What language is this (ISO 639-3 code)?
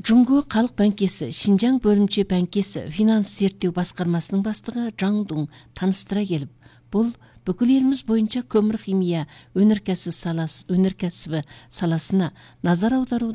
kaz